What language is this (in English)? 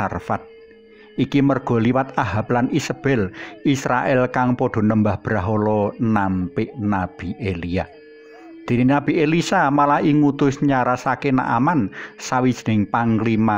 Javanese